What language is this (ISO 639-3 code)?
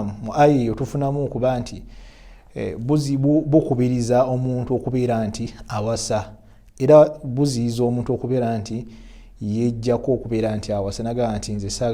lug